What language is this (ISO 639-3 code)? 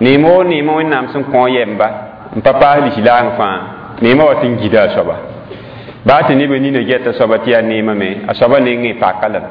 mos